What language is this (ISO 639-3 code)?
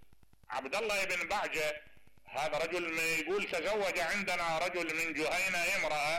acm